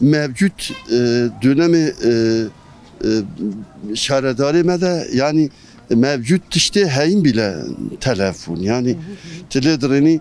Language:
Kurdish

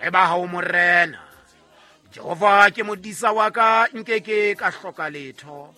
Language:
Southern Sotho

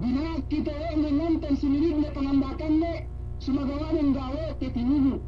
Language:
Yakan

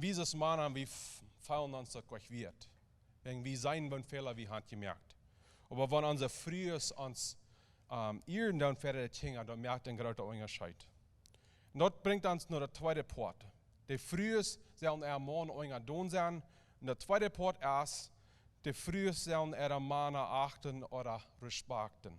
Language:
Plautdietsch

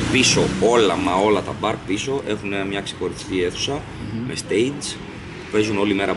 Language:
Greek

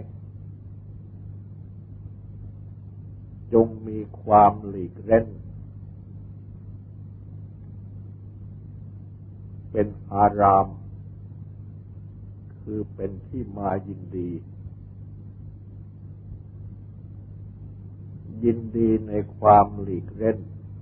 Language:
Thai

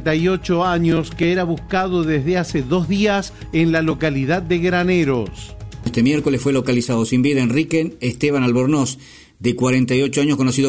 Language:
Spanish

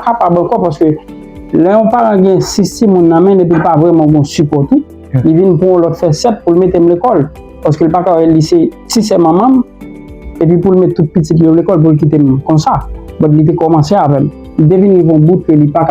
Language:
Haitian Creole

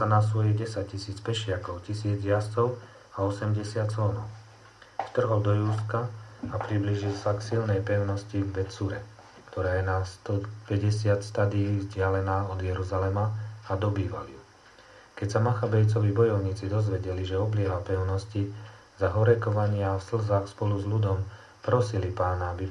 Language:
Slovak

